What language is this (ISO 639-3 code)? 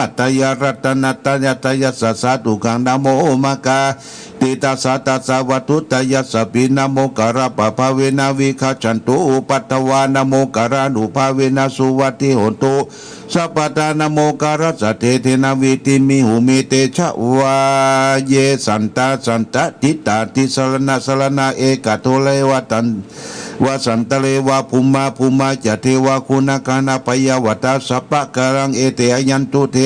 pli